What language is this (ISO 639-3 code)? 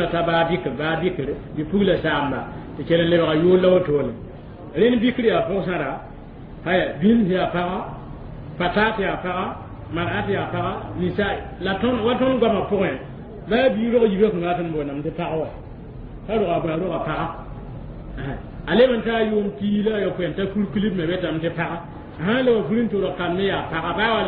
mos